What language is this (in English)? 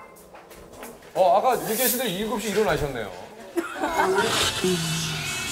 Korean